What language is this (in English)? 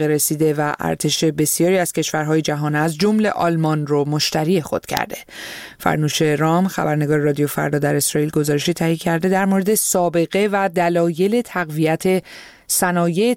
Persian